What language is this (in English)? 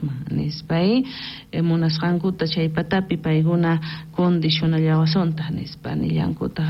South Bolivian Quechua